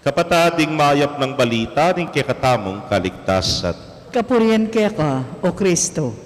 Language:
Pampanga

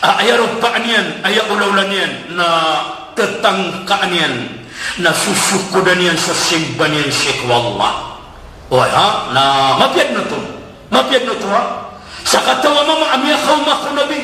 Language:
Maranao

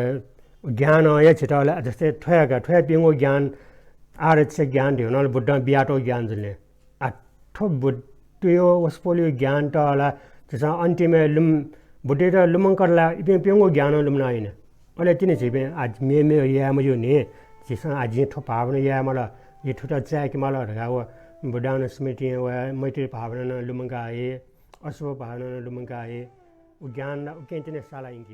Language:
Newari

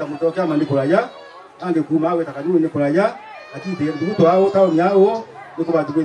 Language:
Meru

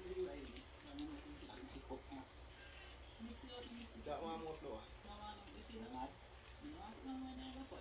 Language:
Jamaican Creole English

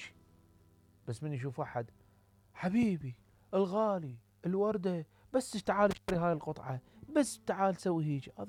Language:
Mesopotamian Arabic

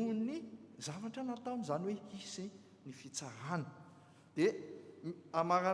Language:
Malagasy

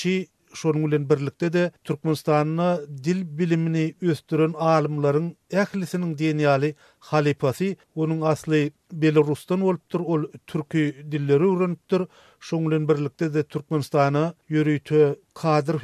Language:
Turkmen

